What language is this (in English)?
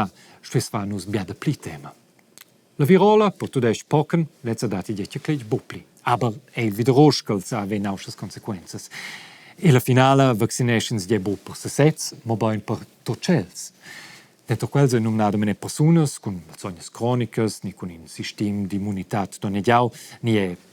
Romansh